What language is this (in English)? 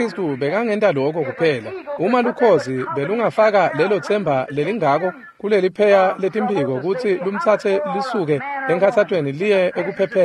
Swati